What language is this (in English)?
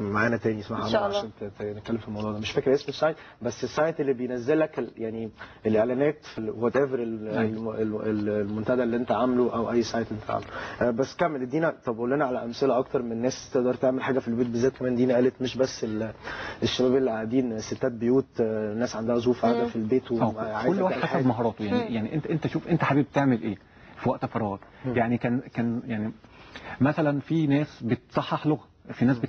Egyptian Arabic